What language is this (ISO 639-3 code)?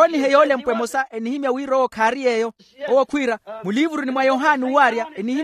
vmw